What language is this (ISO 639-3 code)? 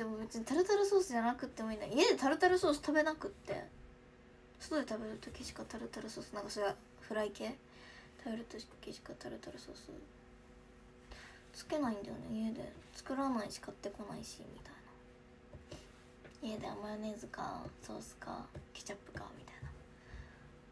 jpn